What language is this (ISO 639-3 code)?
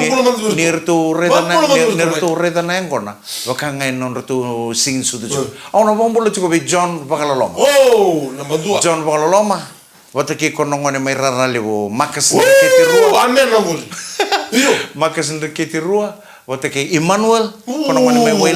fij